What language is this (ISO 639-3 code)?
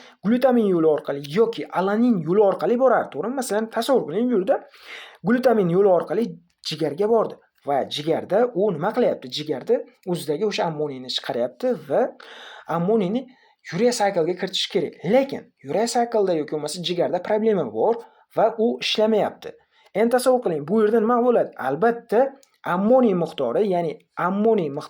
uzb